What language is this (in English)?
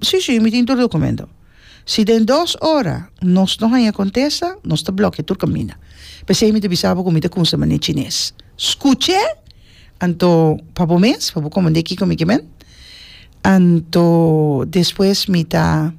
Papiamento